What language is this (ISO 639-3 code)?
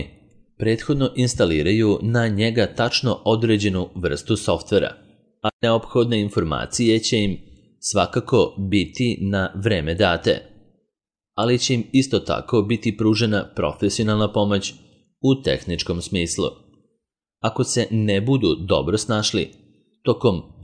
srp